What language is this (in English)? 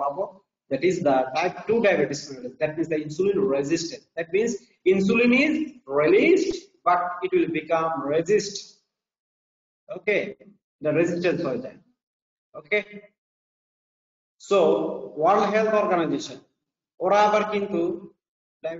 Bangla